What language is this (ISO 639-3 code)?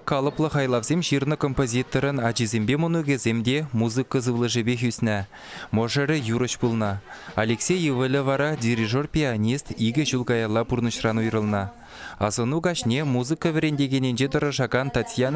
chv